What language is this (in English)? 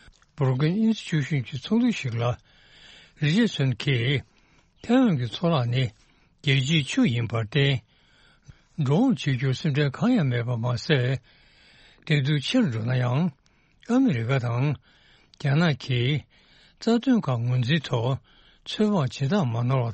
Tibetan